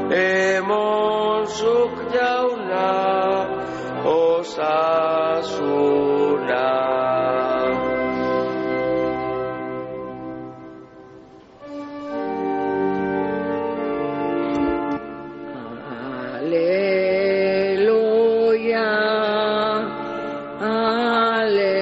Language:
Basque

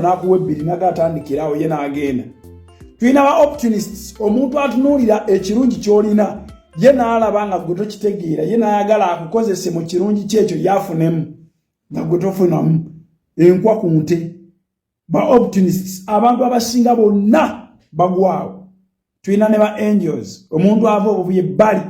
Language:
Ganda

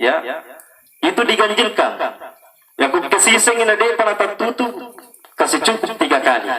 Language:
Buginese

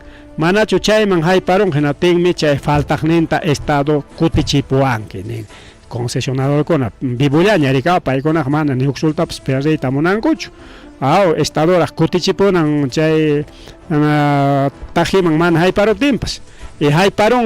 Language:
Ayacucho Quechua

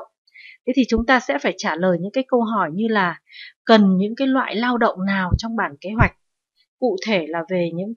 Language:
Vietnamese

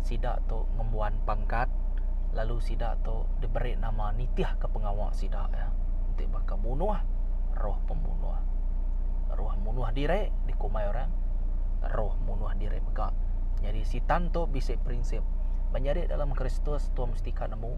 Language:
Iban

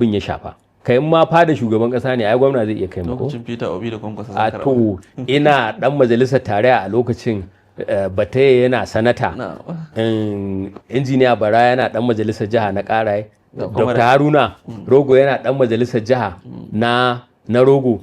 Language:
Hausa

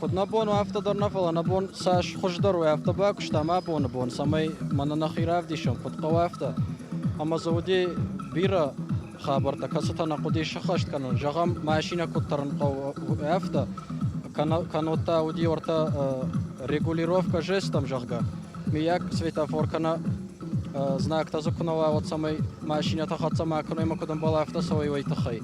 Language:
Ossetic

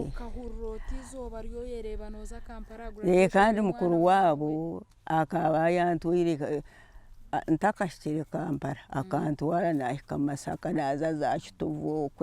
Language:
Nyankole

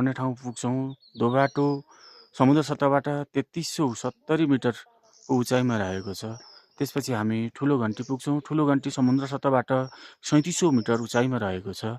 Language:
Nepali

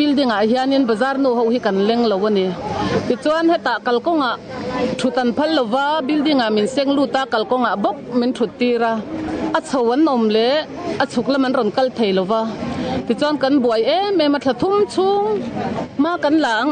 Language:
Mizo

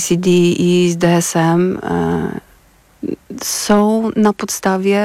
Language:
Polish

